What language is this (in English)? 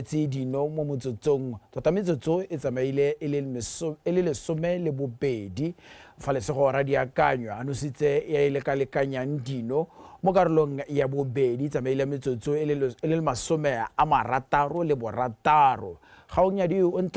Tswana